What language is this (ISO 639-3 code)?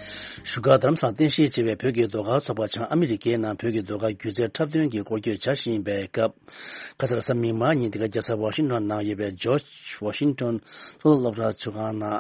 bod